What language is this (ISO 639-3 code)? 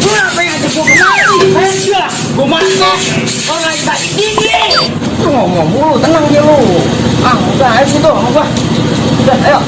bew